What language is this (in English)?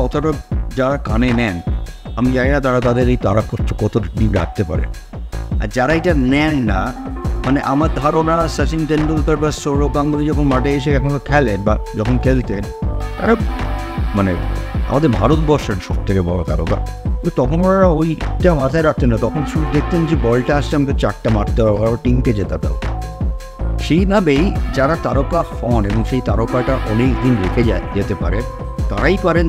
Bangla